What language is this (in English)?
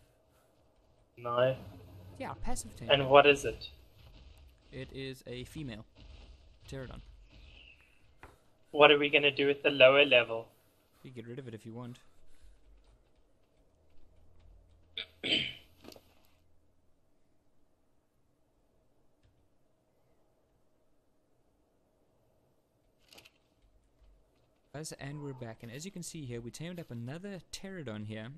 English